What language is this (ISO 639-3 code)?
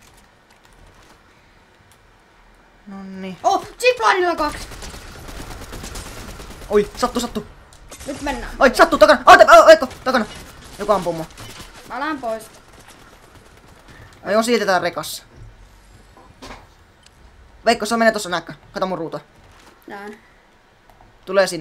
fin